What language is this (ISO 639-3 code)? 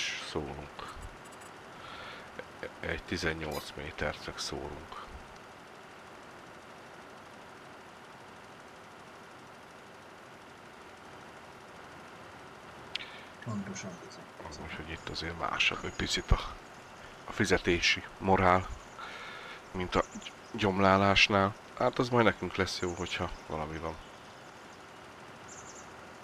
hun